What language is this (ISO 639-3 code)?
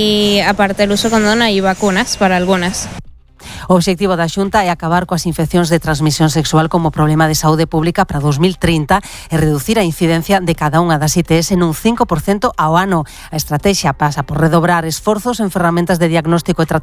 glg